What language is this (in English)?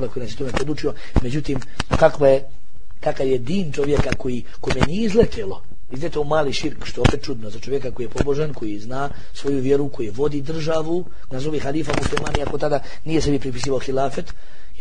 Bosnian